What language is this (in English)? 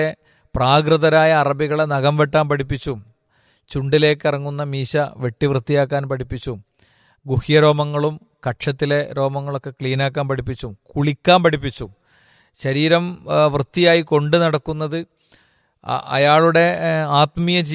Malayalam